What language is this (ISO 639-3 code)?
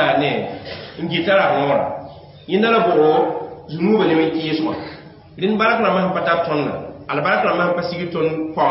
mos